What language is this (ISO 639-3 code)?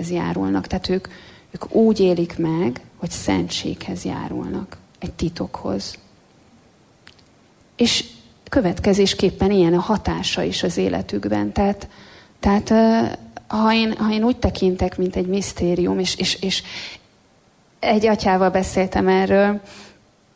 hun